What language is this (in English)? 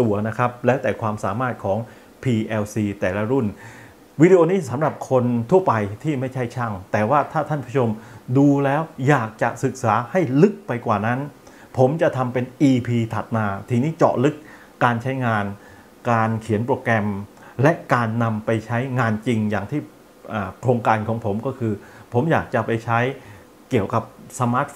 Thai